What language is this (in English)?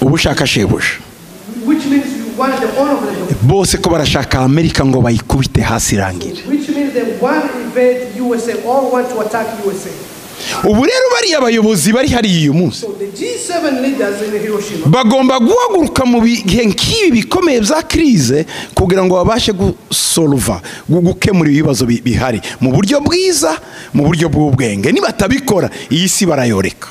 Kinyarwanda